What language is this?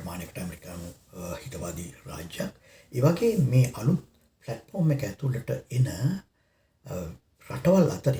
Sinhala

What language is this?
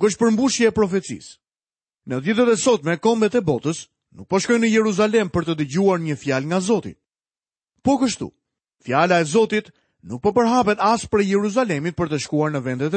Albanian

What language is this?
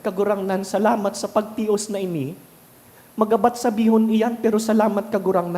Bikol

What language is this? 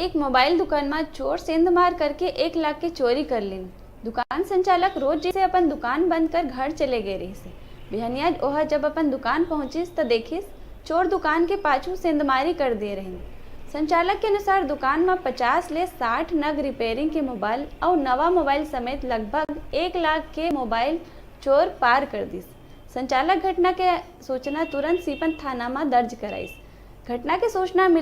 Chhattisgarhi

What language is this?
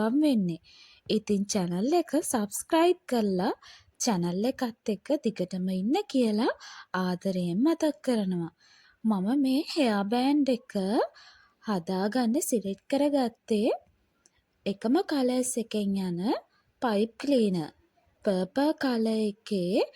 Sinhala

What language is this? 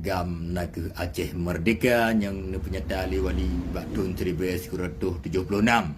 Achinese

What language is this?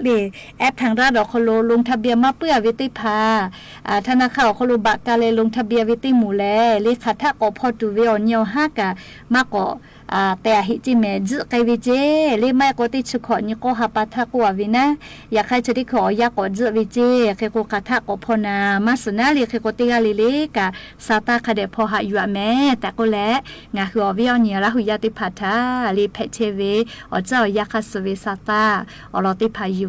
Lahu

